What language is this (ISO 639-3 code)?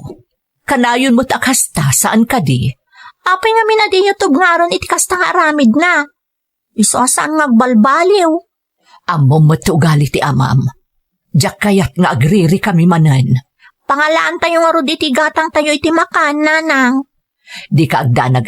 ilo